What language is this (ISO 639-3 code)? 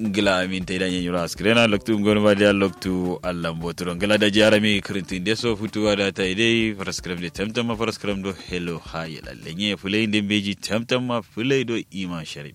kau